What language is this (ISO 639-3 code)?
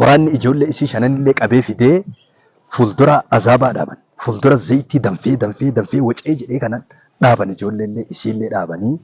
orm